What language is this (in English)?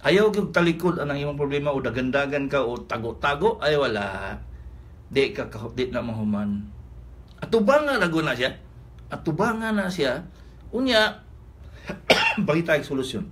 Cebuano